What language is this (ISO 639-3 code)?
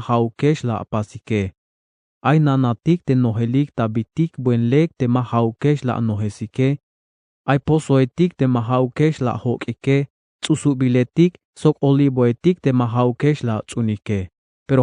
tzh